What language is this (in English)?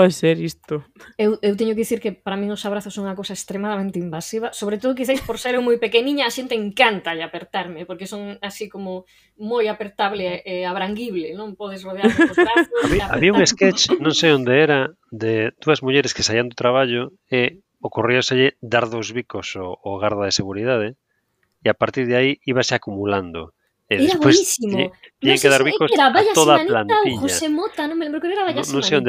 Galician